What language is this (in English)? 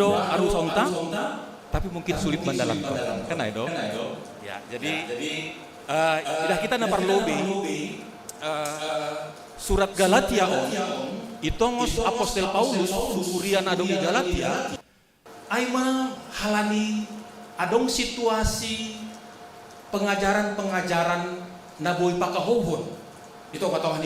Batak Simalungun